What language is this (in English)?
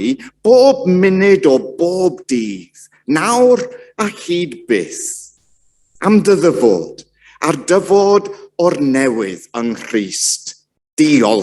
Welsh